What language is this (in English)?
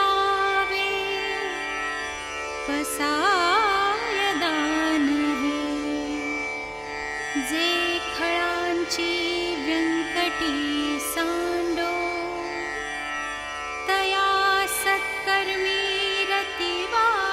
Marathi